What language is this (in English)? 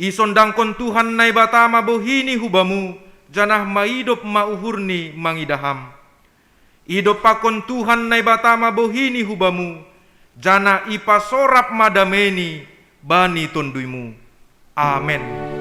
Batak Simalungun